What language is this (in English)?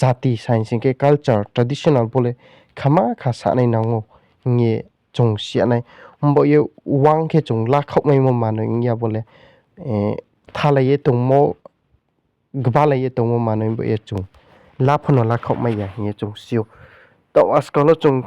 Riang (India)